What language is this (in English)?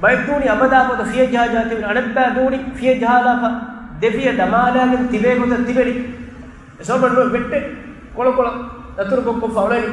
Divehi